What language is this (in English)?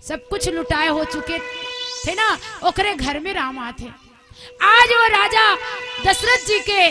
Chhattisgarhi